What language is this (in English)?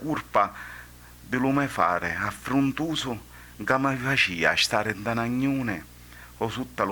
Sicilian